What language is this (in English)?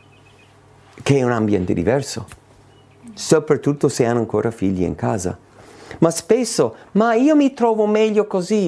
Italian